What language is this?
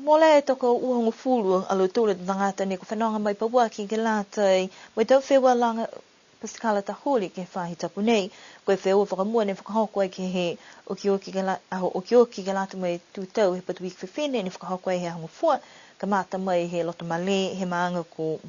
Niuean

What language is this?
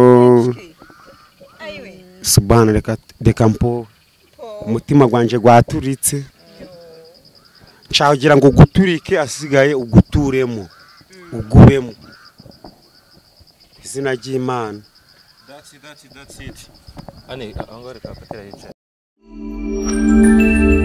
Kinyarwanda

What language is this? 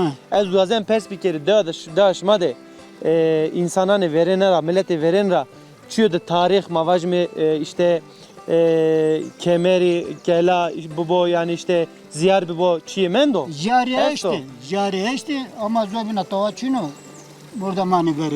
Zaza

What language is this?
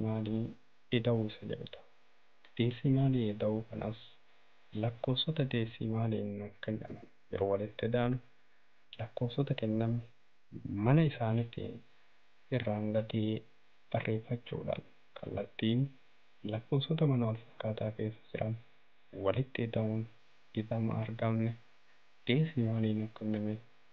Oromo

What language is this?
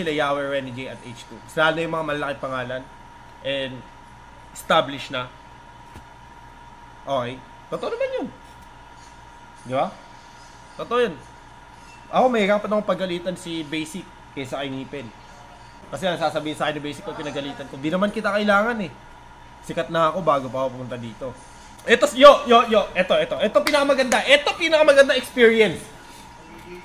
Filipino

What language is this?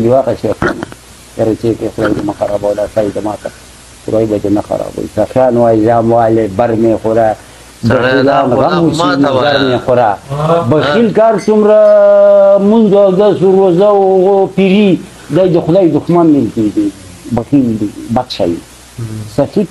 Pashto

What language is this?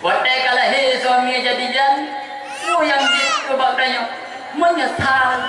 Achinese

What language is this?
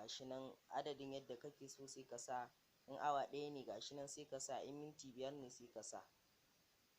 Hausa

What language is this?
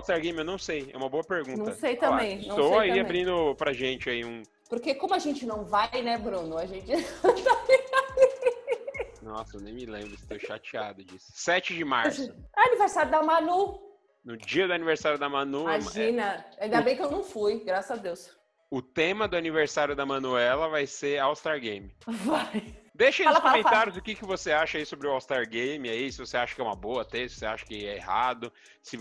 Portuguese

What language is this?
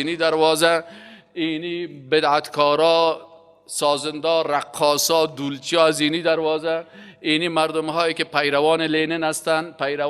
Persian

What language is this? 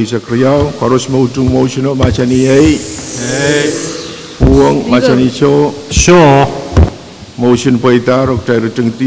Pohnpeian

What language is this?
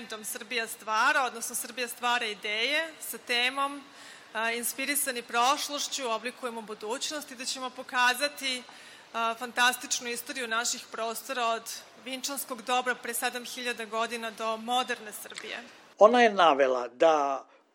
Serbian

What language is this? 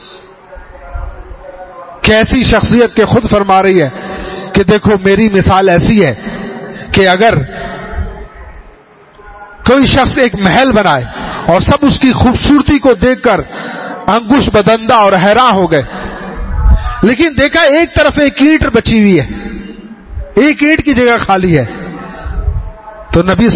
Urdu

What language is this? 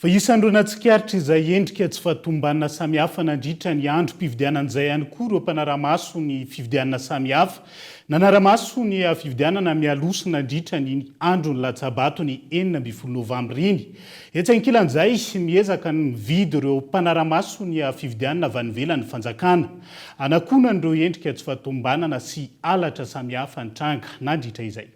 Malagasy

